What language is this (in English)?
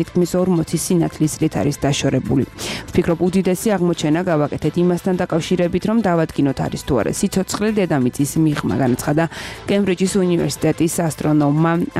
Georgian